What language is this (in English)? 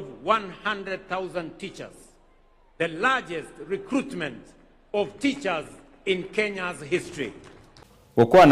Gusii